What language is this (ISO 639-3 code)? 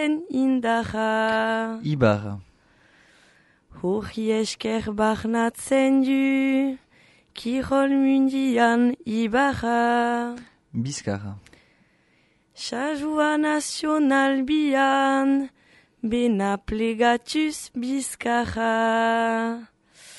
eus